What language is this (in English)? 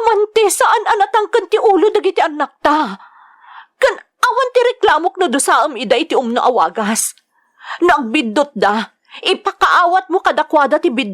Iloko